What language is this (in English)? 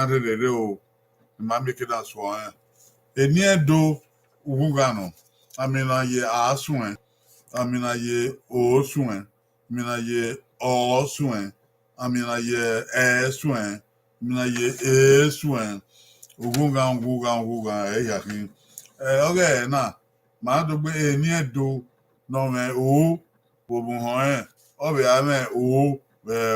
Bini